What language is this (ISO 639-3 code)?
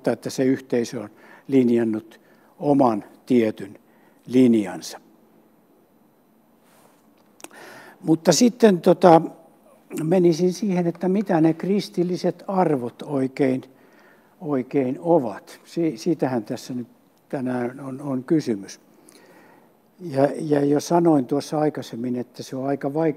fin